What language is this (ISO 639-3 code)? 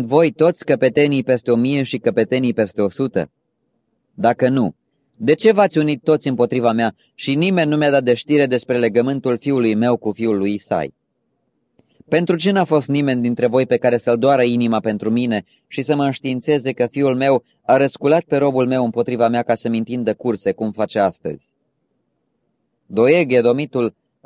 ron